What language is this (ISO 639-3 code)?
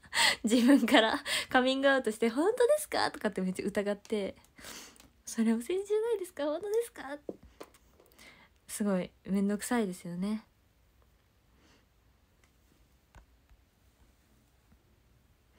jpn